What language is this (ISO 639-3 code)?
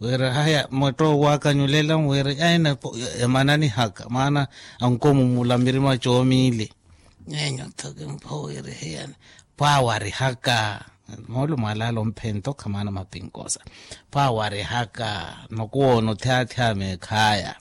vmw